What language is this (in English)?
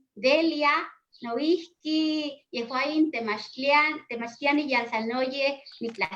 Eastern Huasteca Nahuatl